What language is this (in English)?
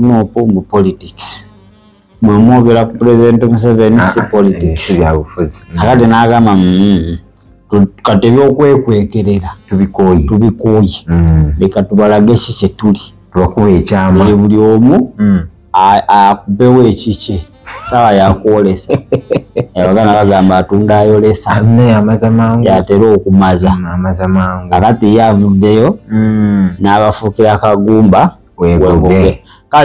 Ganda